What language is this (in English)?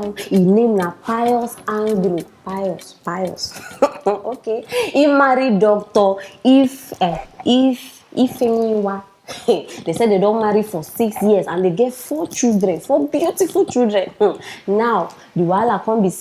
Nigerian Pidgin